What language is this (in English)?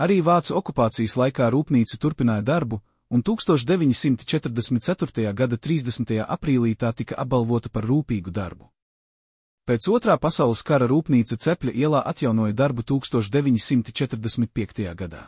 Latvian